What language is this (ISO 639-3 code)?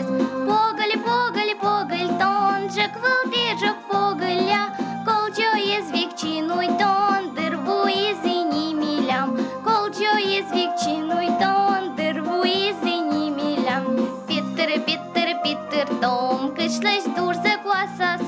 udm